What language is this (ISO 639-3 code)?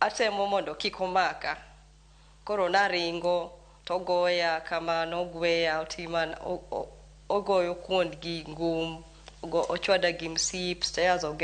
luo